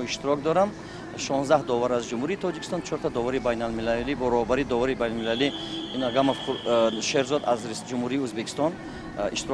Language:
Tajik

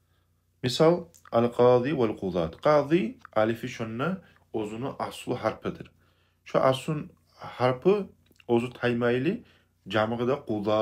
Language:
Kumyk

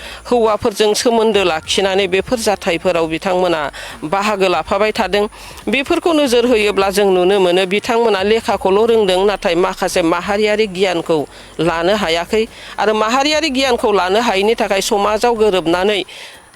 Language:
Bodo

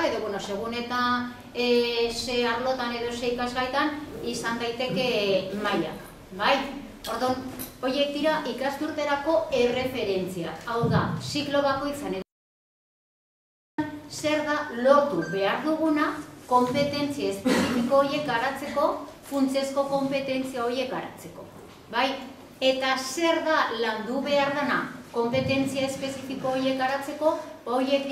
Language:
Basque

